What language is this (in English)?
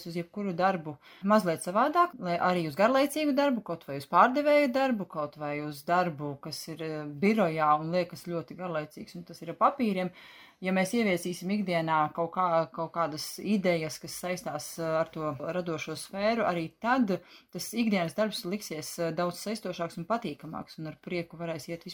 Latvian